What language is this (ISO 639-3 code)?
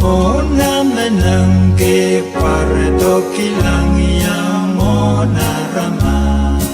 pon